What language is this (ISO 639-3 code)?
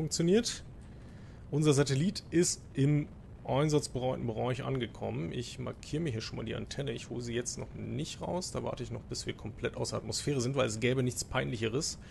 deu